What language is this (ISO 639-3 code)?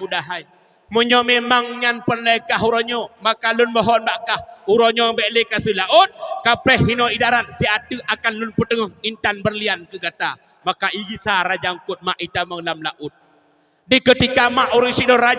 ace